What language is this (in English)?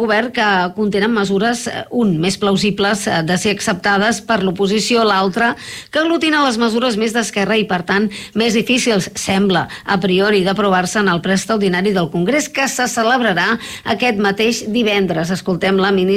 Catalan